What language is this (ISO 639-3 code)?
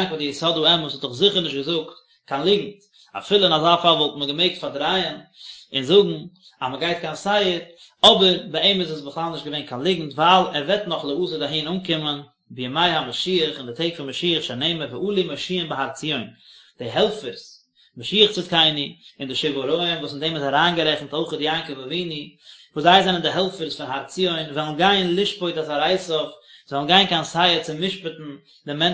yid